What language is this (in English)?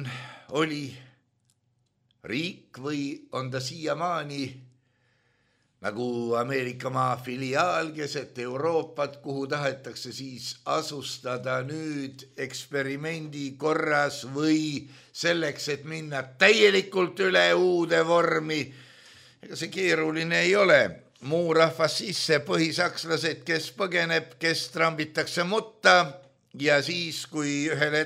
Estonian